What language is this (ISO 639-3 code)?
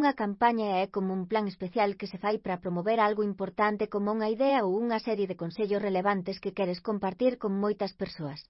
glg